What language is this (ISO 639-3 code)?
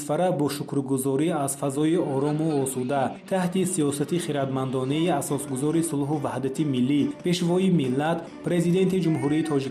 tgk